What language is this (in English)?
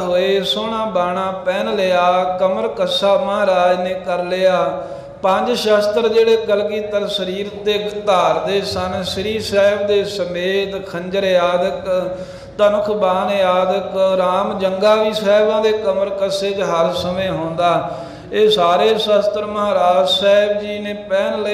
Punjabi